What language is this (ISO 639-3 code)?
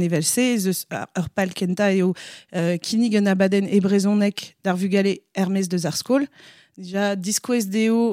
bre